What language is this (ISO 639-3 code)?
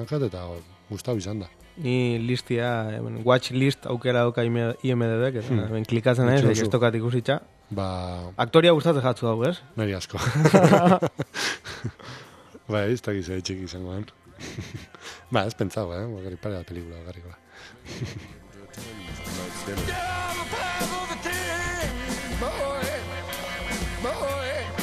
eus